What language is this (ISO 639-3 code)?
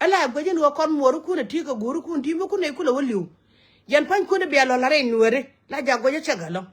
nus